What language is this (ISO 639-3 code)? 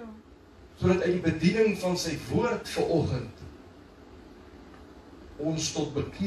afr